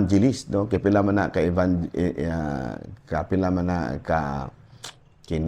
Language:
Cebuano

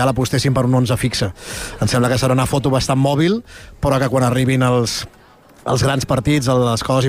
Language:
Catalan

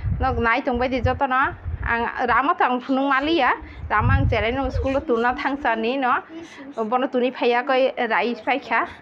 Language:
Kok Borok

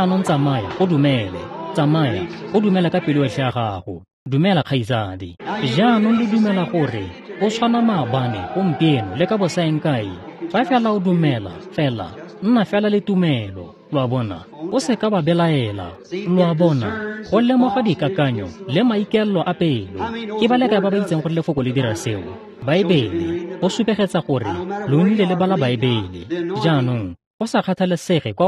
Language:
Tswana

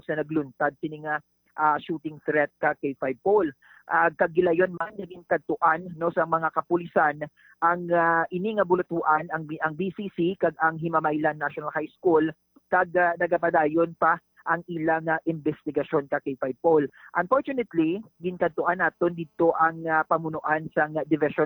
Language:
Hiligaynon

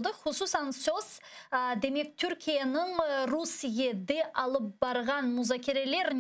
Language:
Crimean Tatar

